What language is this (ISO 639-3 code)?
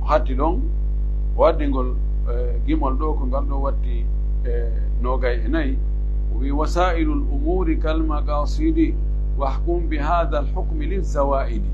fuf